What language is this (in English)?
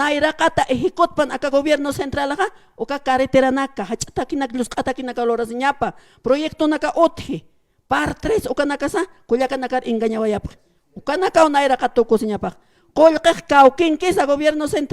Aymara